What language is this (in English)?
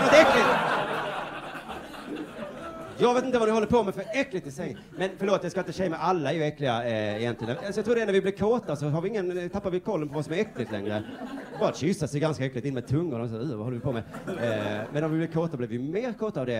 Swedish